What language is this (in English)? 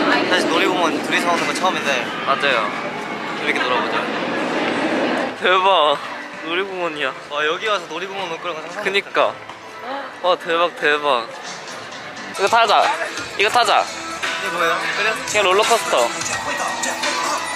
Korean